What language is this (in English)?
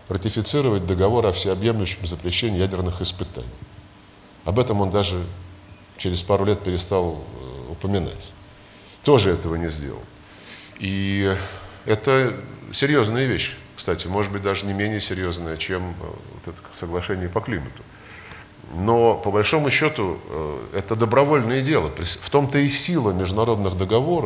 Russian